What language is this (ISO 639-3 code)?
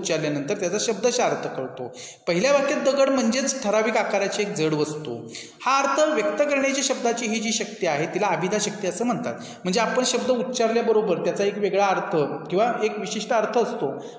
mar